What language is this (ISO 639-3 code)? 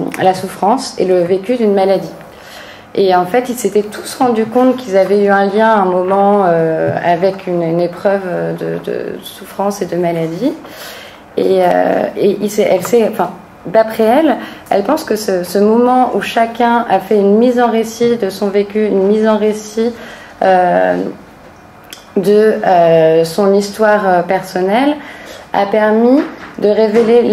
fra